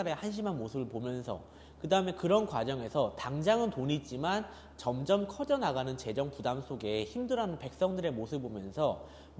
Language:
Korean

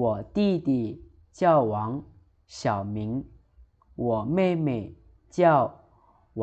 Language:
Lao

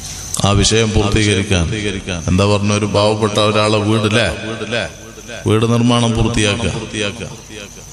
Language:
Malayalam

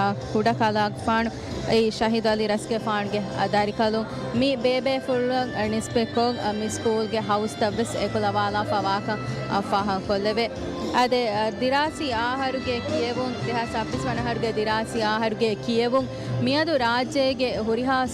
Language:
Divehi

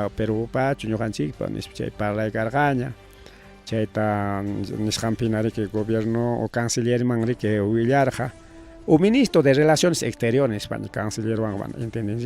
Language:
Ayacucho Quechua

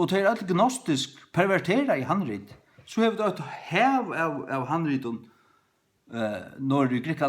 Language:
Faroese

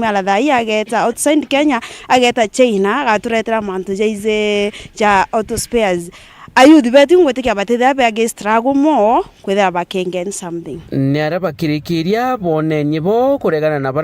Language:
Meru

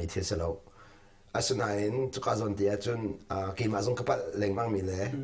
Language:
Hakha Chin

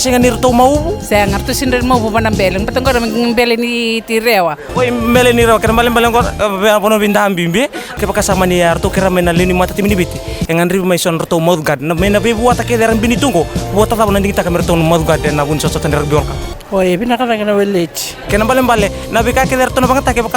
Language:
Fijian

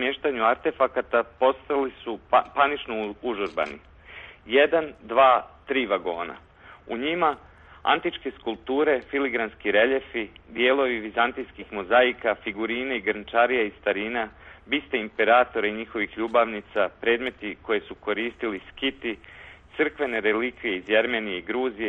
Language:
Serbian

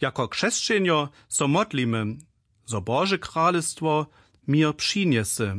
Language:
Upper Sorbian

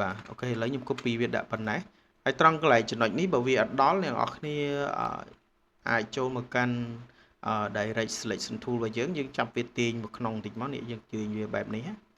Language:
Khmer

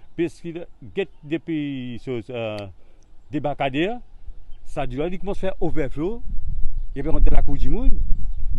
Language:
Morisyen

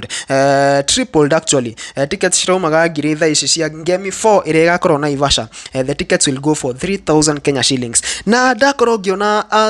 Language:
Kikuyu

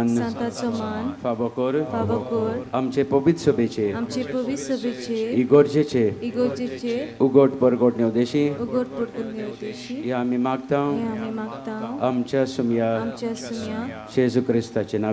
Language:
Konkani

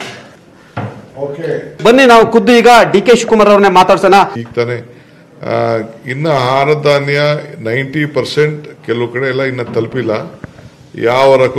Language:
Kannada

